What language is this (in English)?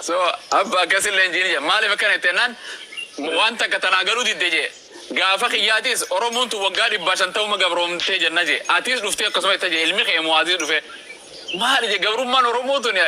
Oromo